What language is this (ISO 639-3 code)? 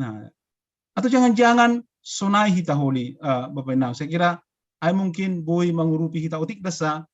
bts